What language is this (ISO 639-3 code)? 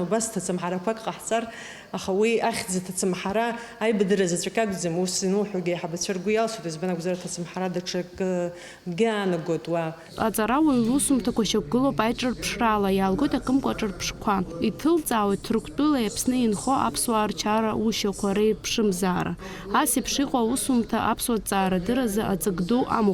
abk